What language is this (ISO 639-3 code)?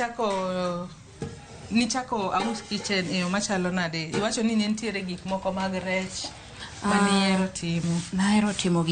luo